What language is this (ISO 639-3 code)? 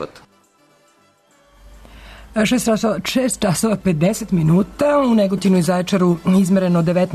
srp